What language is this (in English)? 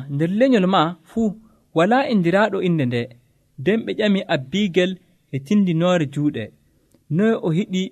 Nigerian Fulfulde